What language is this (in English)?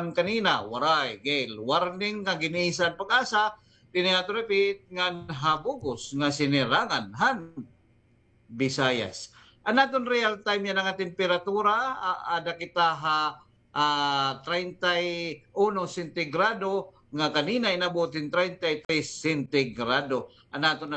Waray